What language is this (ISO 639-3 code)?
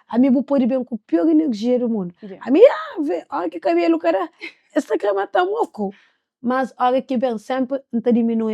kea